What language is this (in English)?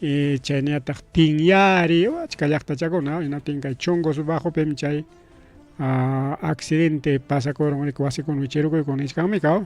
Ayacucho Quechua